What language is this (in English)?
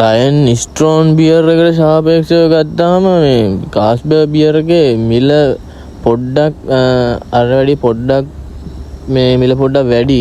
Sinhala